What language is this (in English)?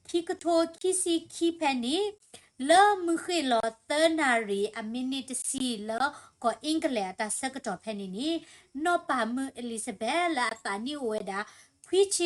S'gaw Karen